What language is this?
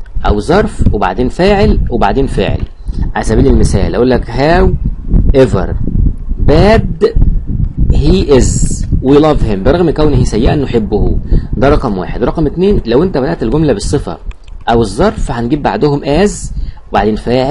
Egyptian Arabic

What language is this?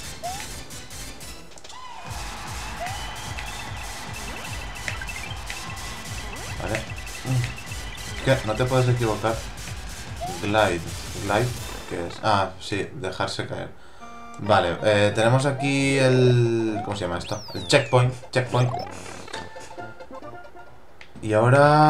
Spanish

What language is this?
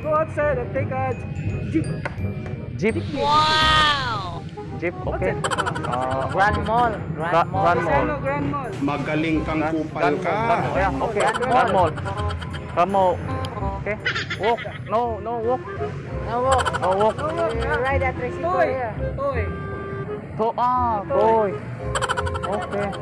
Cebuano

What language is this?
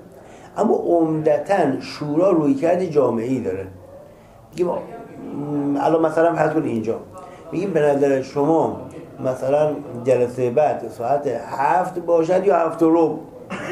Persian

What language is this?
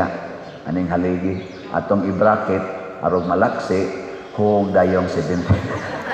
Cebuano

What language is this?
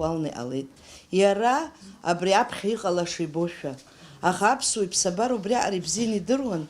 Abkhazian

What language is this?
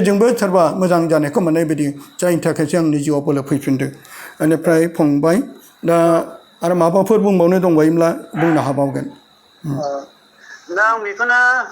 Bodo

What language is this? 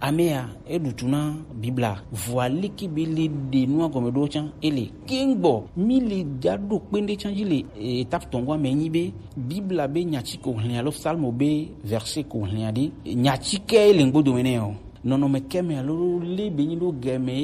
Gen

